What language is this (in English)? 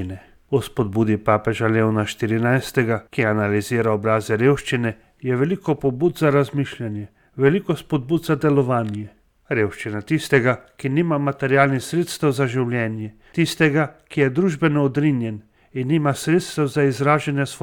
Slovenian